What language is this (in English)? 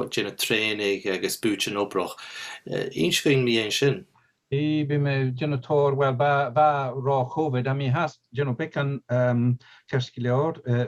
Scottish Gaelic